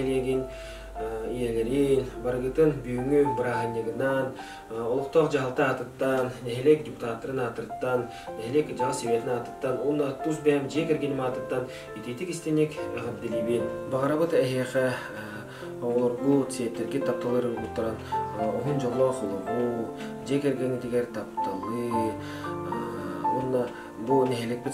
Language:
Yakut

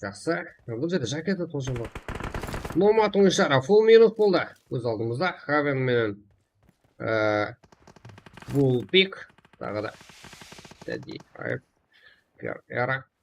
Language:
Kara-Kalpak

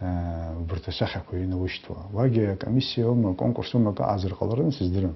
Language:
Abkhazian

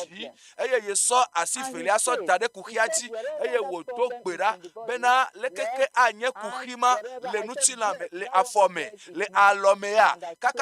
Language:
Ewe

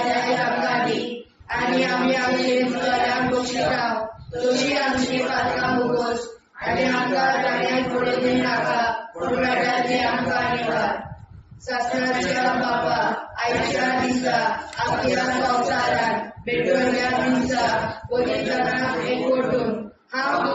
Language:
Konkani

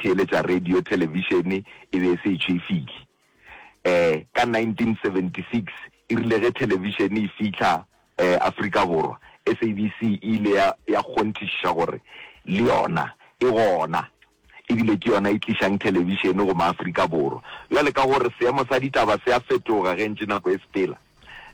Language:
Northern Sotho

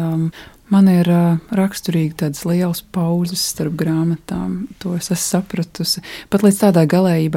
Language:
Latvian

